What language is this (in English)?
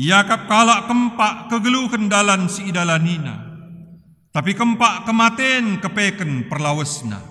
Batak Karo